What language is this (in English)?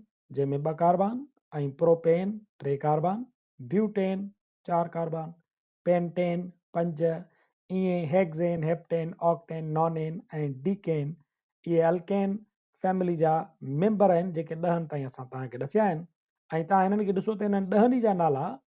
Sindhi